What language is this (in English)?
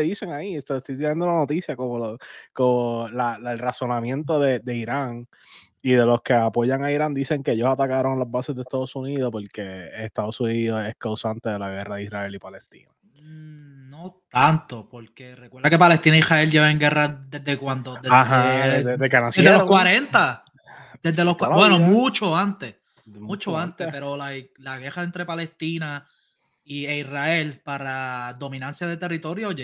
Spanish